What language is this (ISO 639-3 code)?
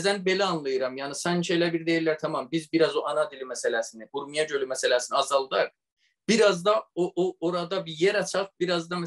azb